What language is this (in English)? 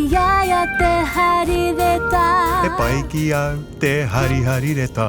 Māori